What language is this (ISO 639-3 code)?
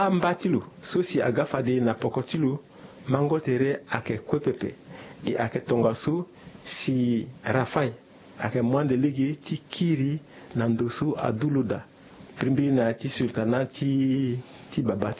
sag